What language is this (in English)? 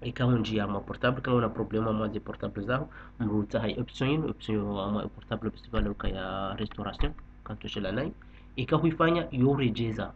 Ngazidja Comorian